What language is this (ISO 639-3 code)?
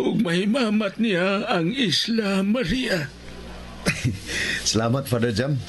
ceb